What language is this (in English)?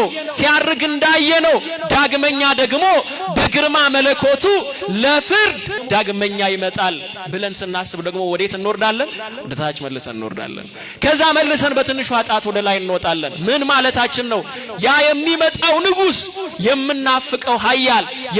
Amharic